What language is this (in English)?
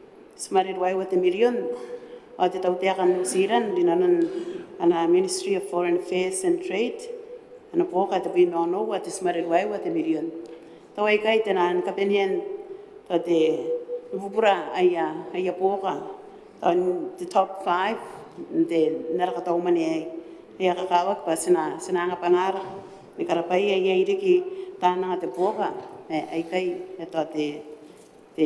Gilbertese